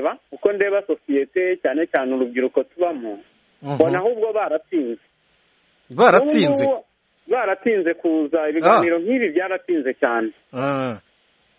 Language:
Kinyarwanda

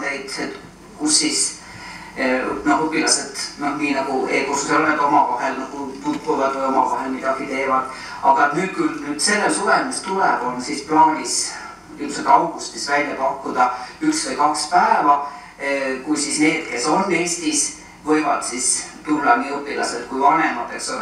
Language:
Estonian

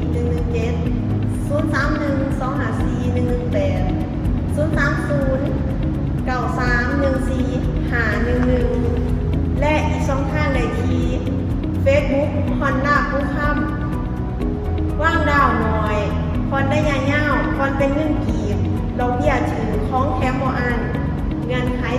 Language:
Lao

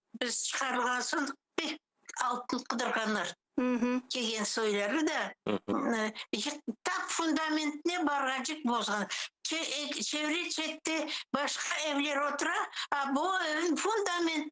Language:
Crimean Tatar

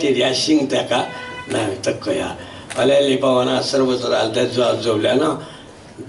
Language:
Newari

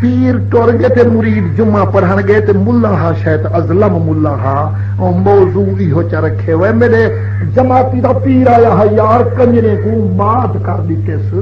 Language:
Saraiki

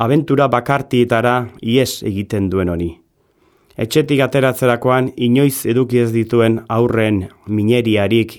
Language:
Basque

